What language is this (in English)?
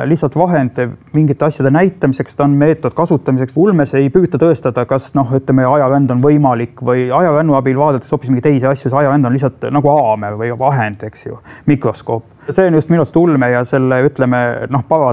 Estonian